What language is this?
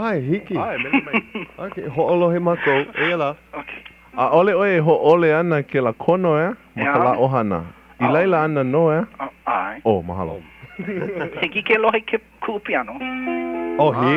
Hawaiian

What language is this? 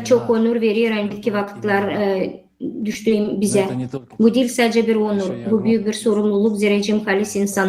Gagauz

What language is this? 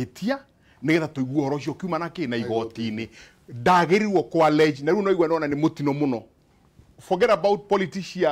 Kikuyu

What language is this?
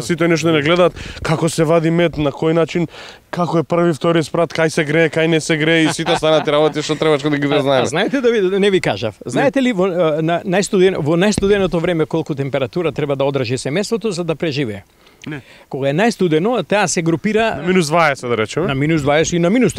Macedonian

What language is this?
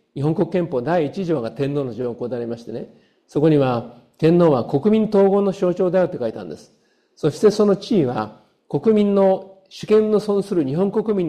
Japanese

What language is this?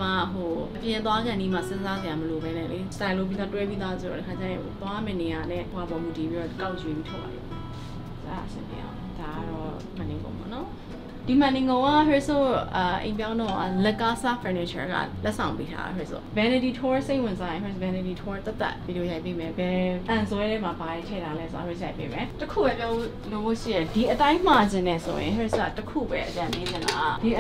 Burmese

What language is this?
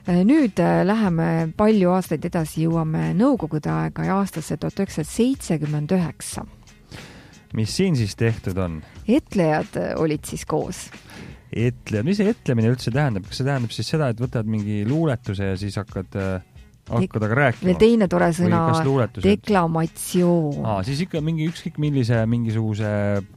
Estonian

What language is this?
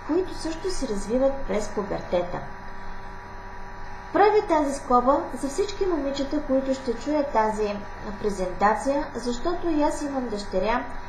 Bulgarian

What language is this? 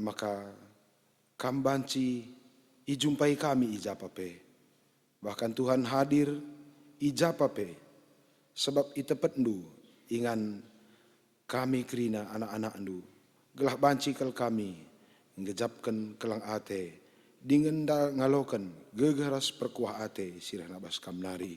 Batak Karo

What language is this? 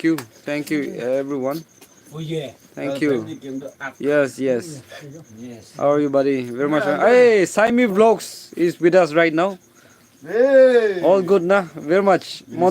Naga Pidgin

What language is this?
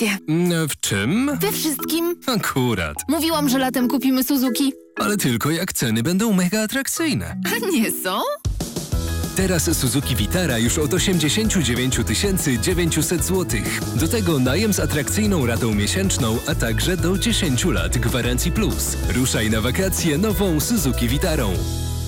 Polish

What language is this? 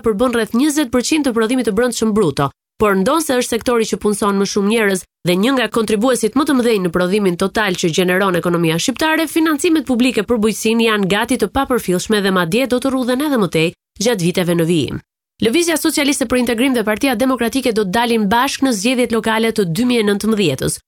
Albanian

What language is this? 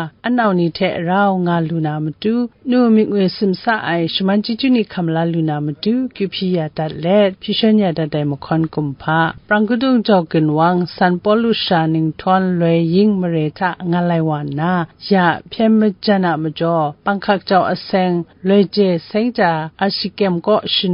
Kachin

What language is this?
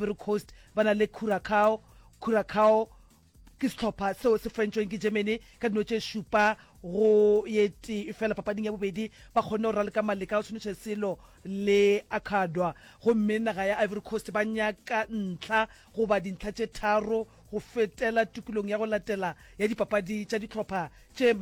Northern Sotho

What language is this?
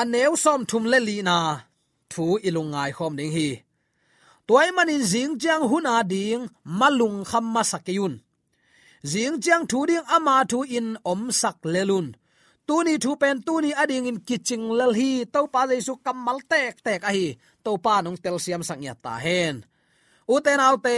Tedim Chin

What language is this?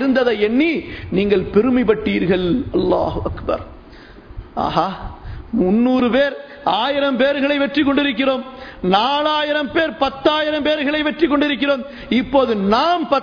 Tamil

